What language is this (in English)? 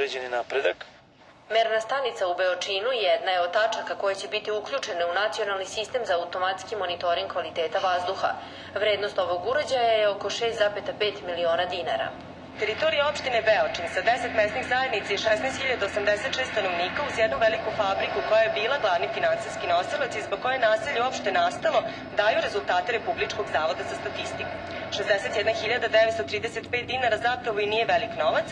Serbian